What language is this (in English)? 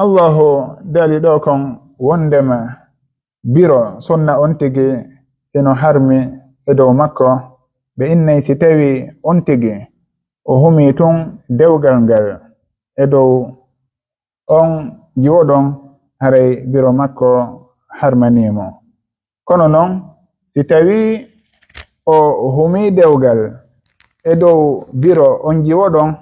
Fula